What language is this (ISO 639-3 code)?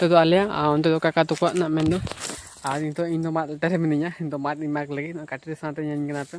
sat